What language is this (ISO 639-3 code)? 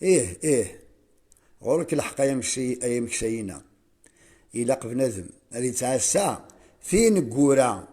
kab